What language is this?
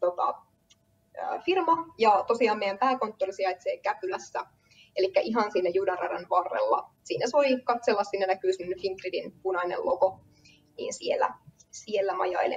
Finnish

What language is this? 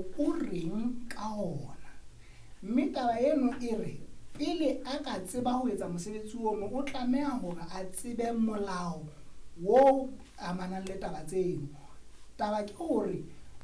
Southern Sotho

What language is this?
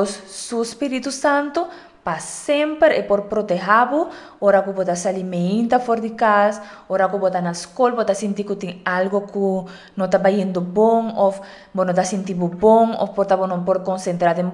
Papiamento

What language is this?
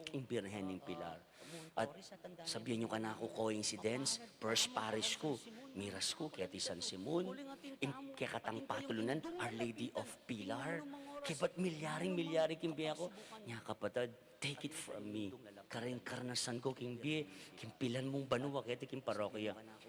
Pampanga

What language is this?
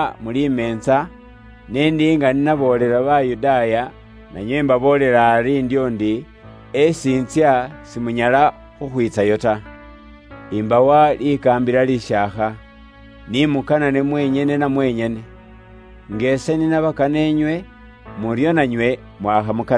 Luyia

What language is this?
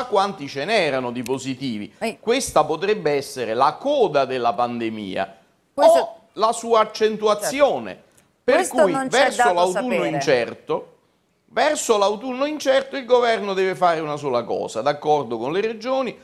Italian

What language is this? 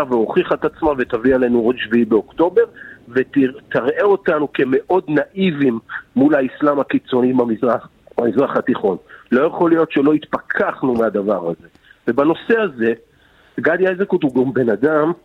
Hebrew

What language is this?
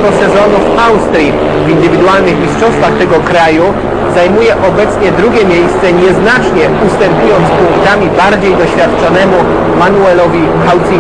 Polish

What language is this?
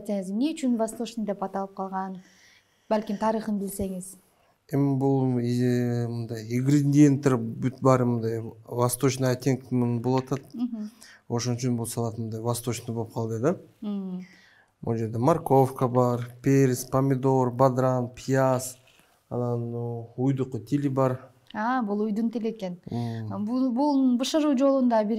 Kyrgyz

